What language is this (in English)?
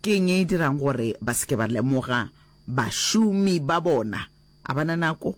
Northern Sotho